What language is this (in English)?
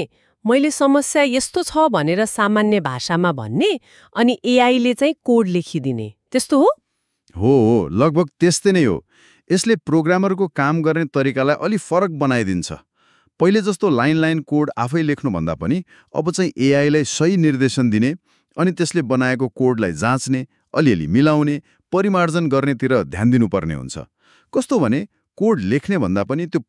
Nepali